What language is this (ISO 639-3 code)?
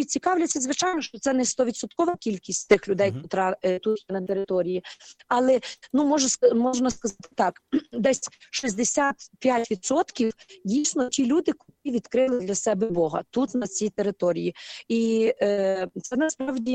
ukr